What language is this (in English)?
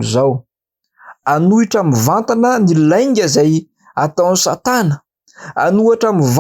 Malagasy